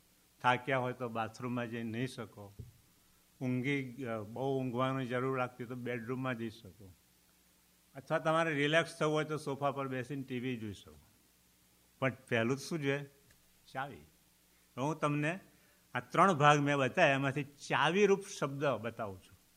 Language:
Gujarati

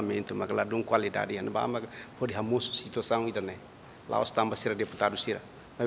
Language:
Tetum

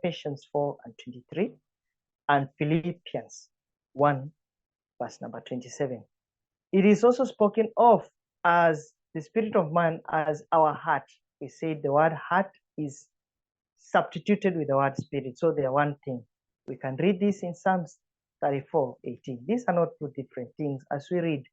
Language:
English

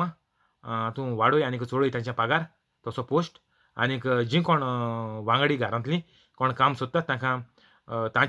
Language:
Konkani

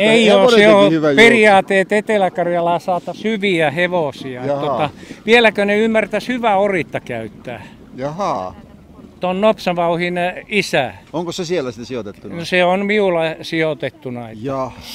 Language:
Finnish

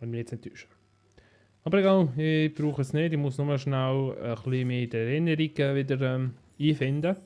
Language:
Swiss German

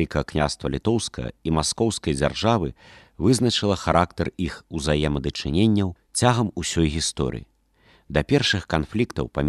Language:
Belarusian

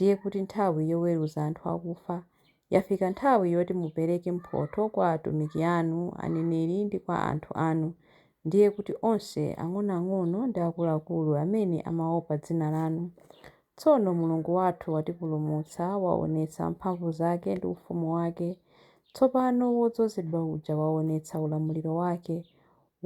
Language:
Nyanja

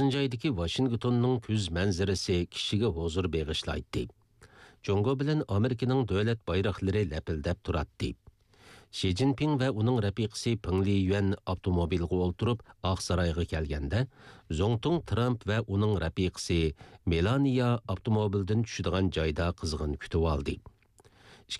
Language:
Uyghur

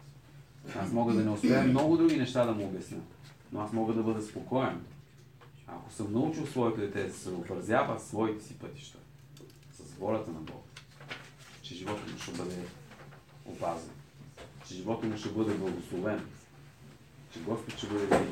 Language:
Bulgarian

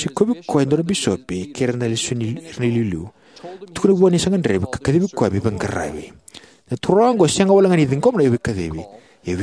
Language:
Fijian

